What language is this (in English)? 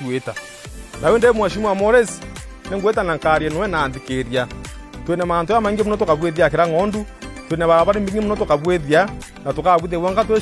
Meru